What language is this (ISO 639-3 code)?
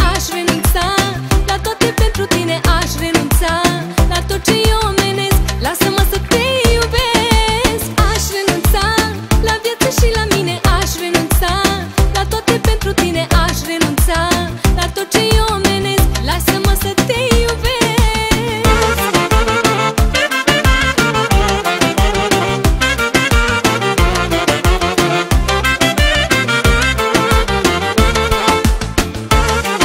ron